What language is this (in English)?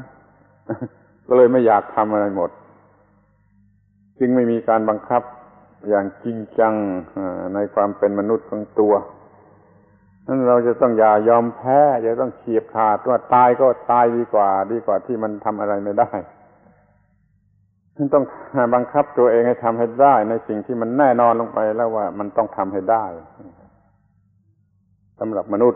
Thai